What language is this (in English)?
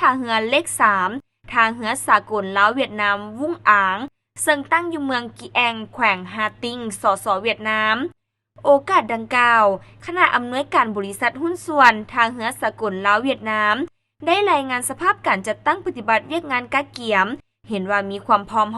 Lao